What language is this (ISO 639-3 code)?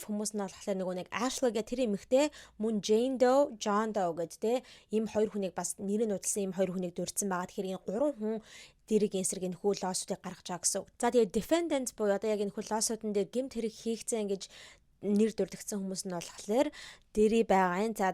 mon